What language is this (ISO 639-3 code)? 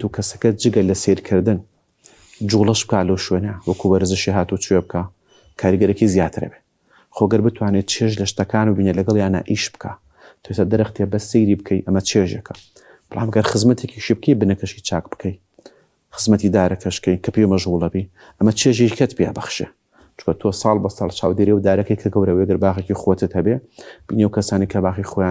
ckb